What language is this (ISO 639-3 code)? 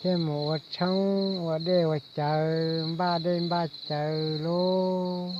hmn